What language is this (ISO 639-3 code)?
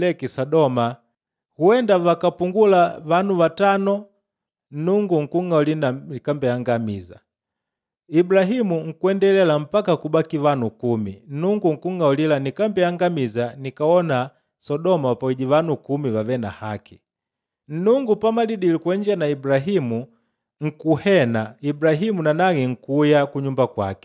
kde